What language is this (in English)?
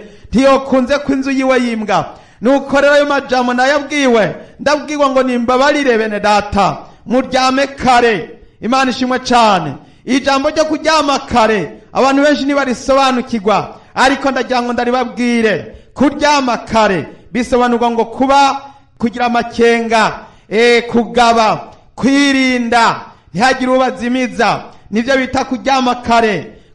Rundi